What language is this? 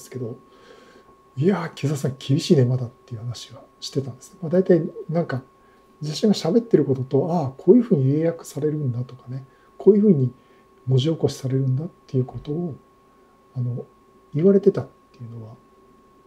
Japanese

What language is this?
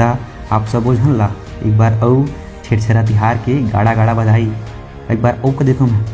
Chhattisgarhi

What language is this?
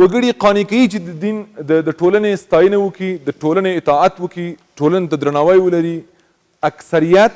Pashto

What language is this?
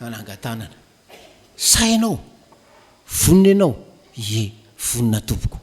Malagasy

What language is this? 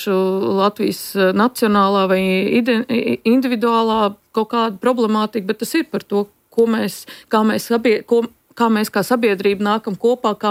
Latvian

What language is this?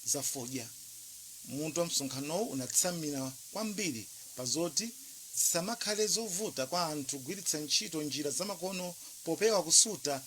Nyanja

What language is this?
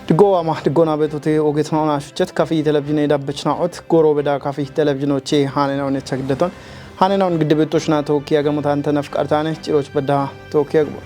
Kafa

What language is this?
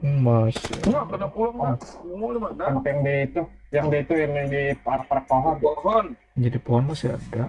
Banjar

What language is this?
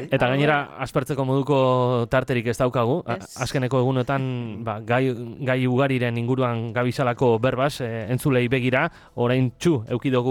Basque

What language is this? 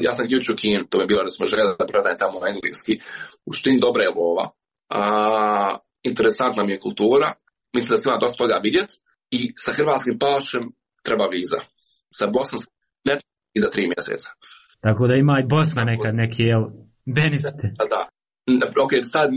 Croatian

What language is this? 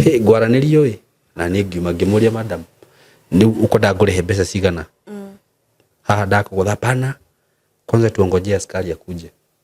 Kikuyu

